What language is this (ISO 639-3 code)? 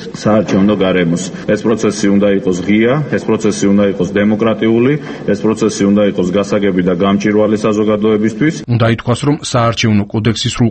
kat